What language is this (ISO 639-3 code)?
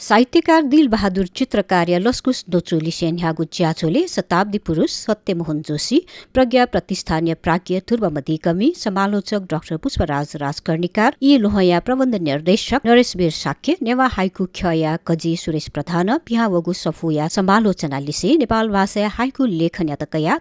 new